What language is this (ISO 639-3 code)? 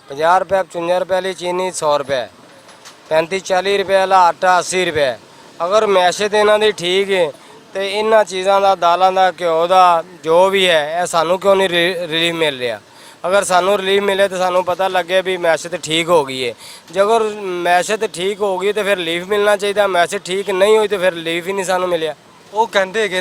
lah